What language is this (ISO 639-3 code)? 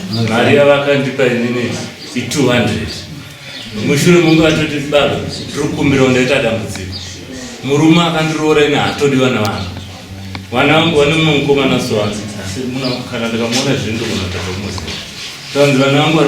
sna